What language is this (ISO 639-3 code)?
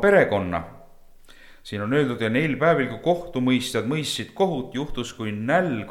est